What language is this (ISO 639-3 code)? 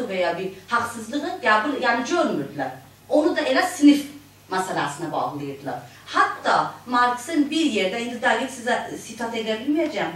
azb